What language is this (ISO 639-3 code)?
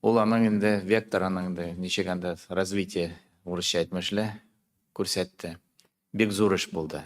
tat